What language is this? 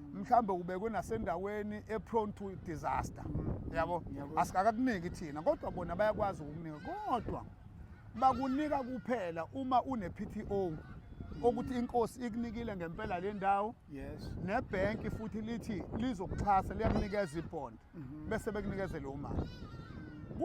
Zulu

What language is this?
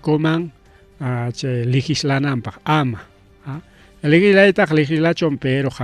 Ayacucho Quechua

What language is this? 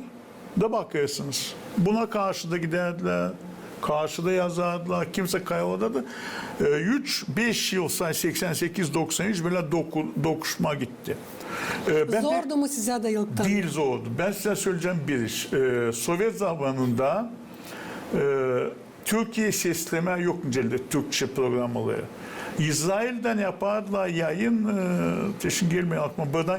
Gagauz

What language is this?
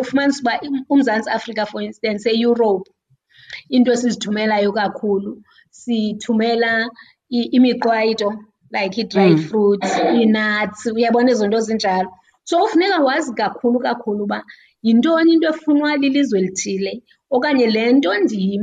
Xhosa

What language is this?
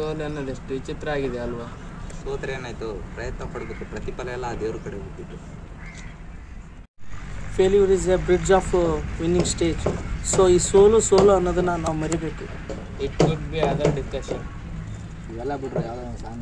Kannada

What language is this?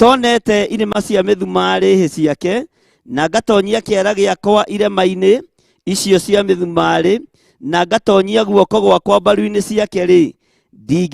Kikuyu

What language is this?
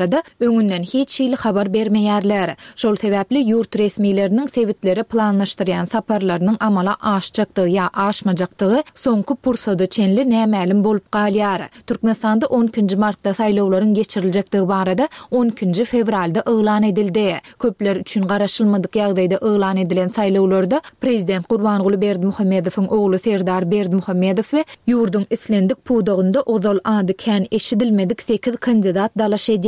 Turkmen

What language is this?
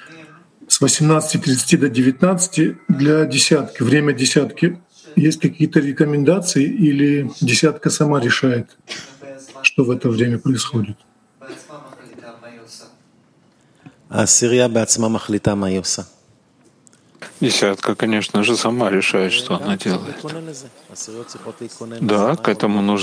Russian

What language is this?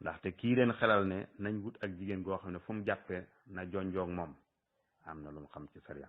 Wolof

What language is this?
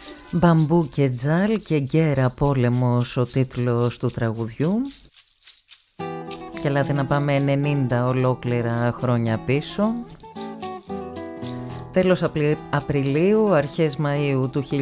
Greek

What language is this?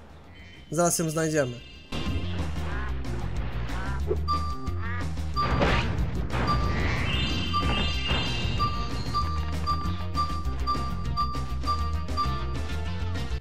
Polish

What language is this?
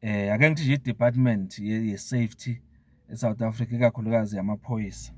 Zulu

